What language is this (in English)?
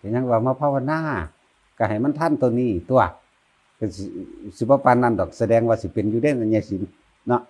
Northeastern Thai